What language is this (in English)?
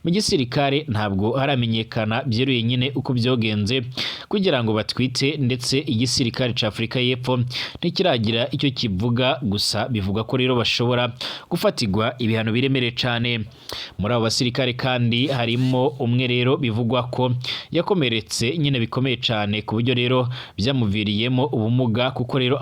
Rundi